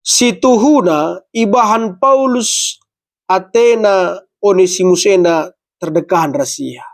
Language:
Batak Karo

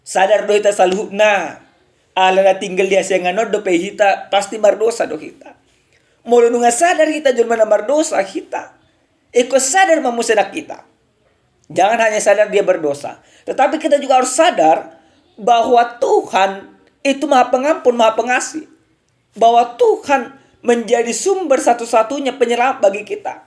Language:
Batak Toba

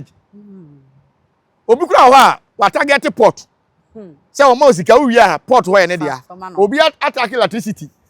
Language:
Akan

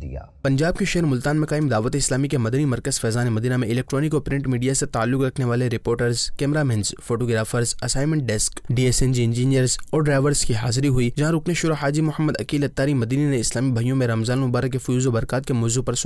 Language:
Urdu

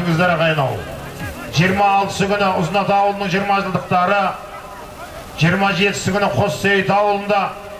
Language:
Kazakh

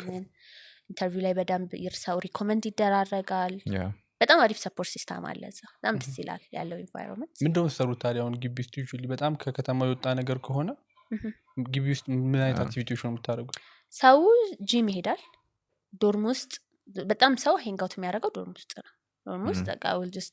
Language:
Amharic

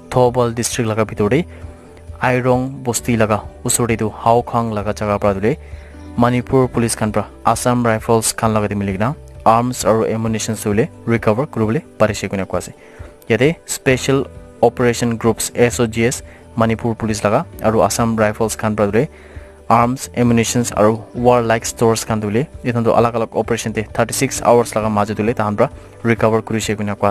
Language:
Naga Pidgin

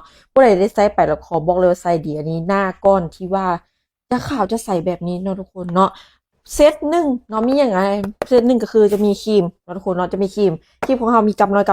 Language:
Lao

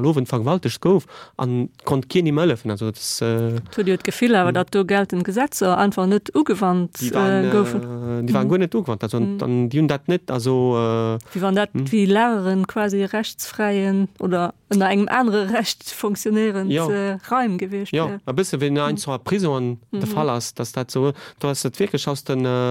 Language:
Luxembourgish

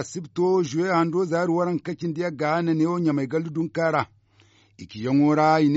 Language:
Zarma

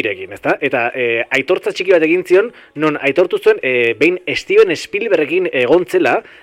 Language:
Basque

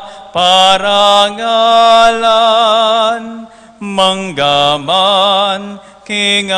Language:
Pampanga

